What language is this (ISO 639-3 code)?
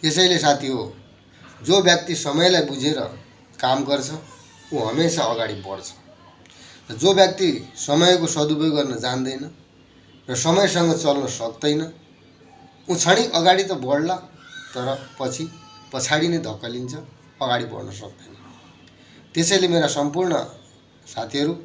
nep